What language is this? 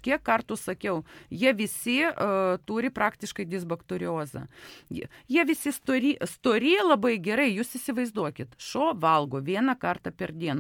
Lithuanian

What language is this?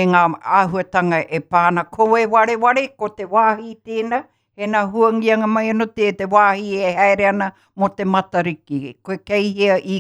Māori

